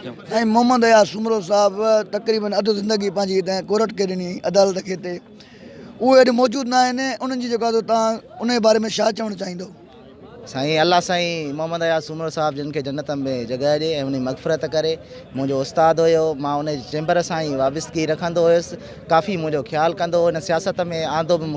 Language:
Sindhi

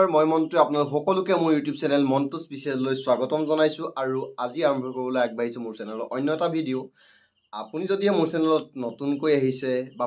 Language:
Assamese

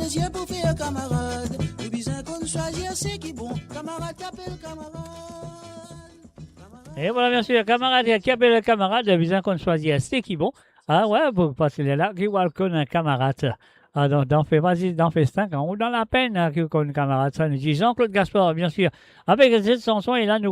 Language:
Morisyen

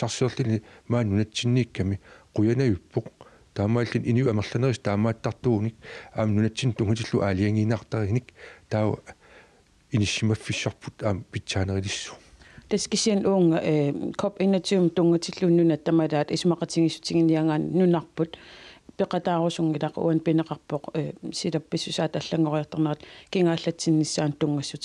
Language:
Kalaallisut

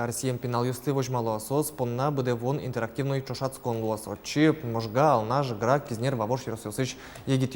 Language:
Udmurt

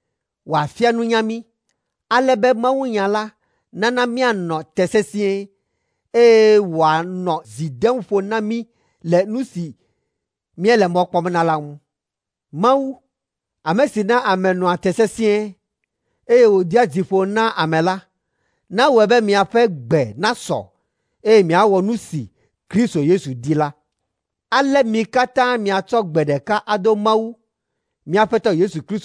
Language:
Ewe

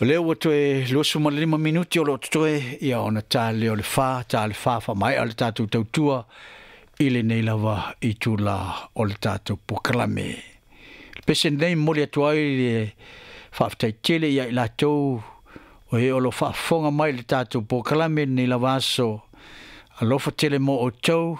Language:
Samoan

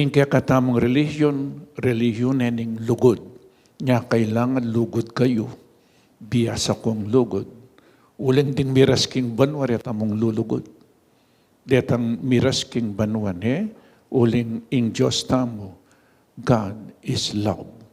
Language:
Pampanga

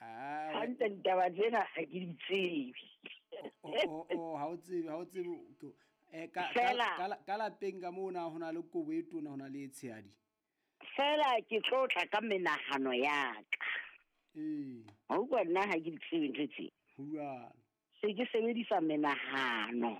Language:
Southern Sotho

